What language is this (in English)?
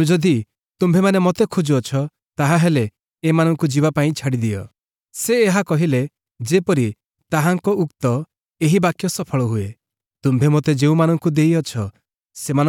Odia